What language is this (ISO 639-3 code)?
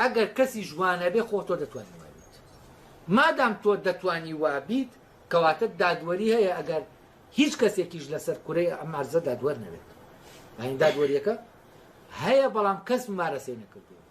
ckb